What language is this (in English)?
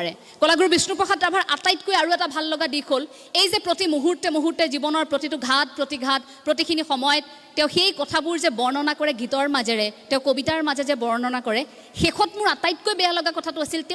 Assamese